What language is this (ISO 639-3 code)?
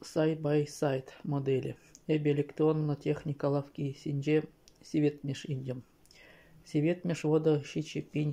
chv